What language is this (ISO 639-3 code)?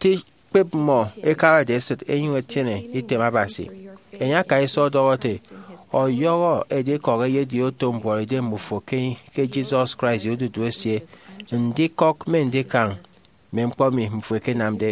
efi